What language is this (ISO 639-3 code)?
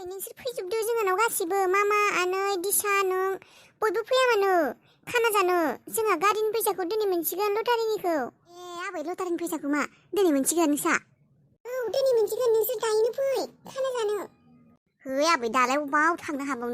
brx